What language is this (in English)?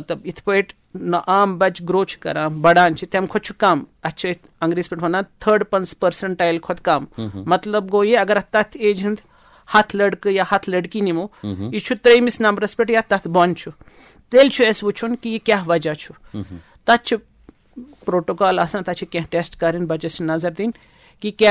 Kashmiri